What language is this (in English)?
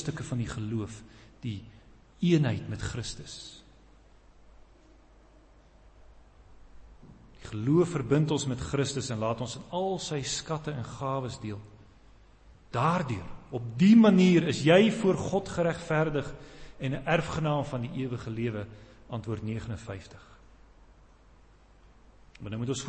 Afrikaans